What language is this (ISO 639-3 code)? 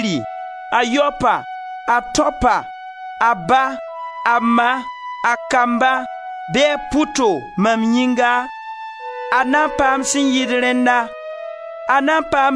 mos